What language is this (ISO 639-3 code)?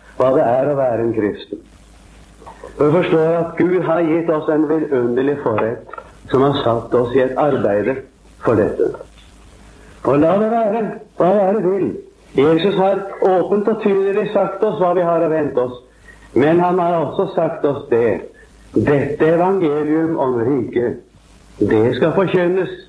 nor